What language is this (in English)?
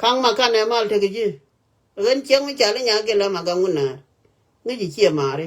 Nuer